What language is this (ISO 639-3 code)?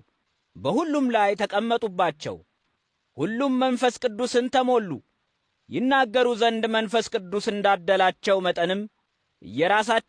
amh